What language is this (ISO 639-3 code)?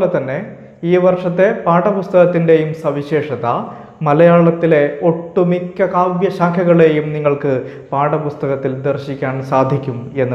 mal